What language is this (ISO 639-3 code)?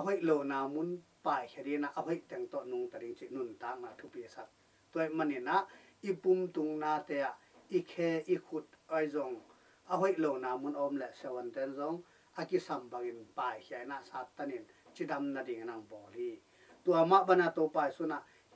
ctd